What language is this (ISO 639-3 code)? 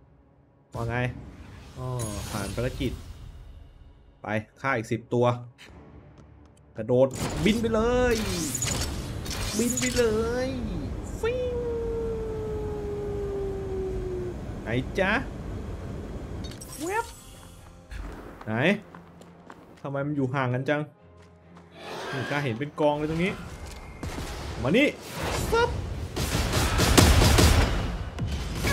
tha